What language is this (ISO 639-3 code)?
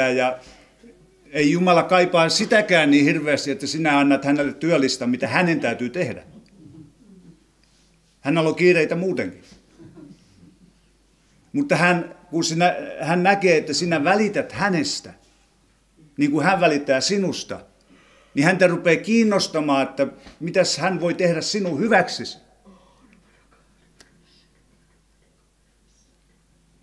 fin